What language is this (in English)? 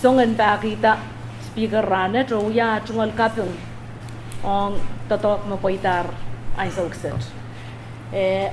Pohnpeian